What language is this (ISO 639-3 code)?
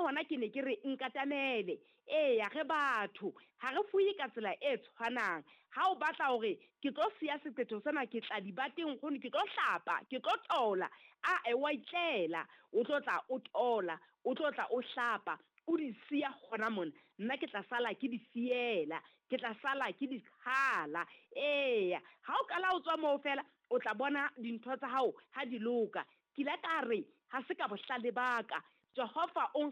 sot